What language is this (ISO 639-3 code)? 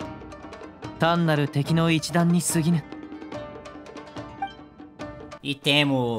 jpn